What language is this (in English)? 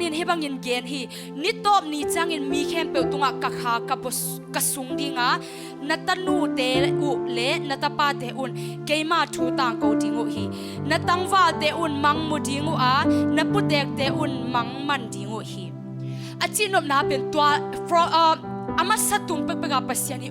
Tedim Chin